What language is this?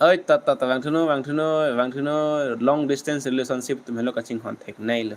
Karbi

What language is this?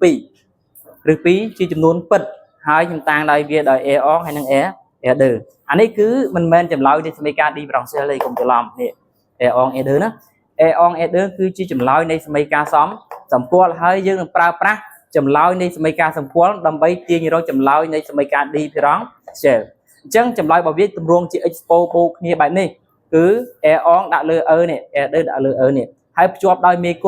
Khmer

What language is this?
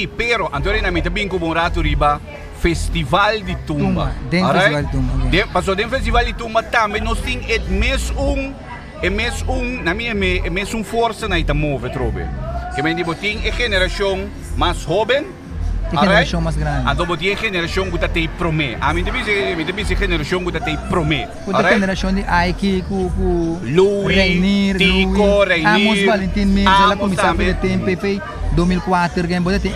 Papiamento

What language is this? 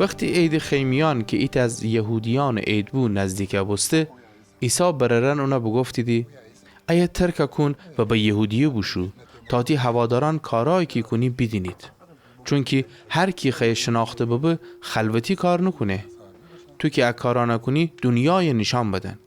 Gilaki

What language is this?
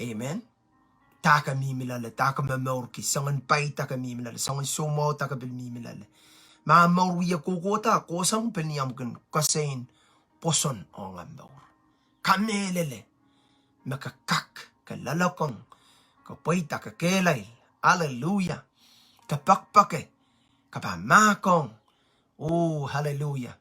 Pohnpeian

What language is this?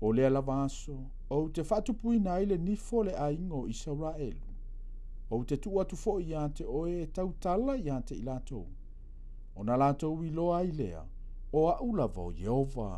Samoan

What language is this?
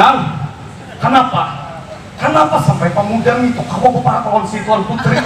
Banjar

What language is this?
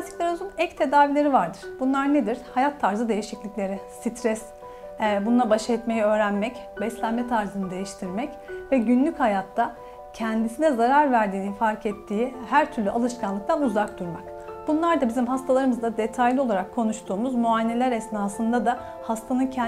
Turkish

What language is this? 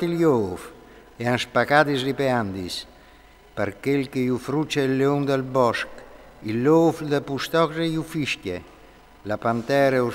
Friulian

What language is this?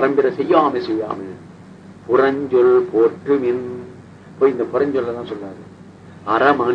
Tamil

